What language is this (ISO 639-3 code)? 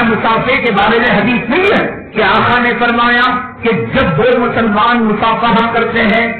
urd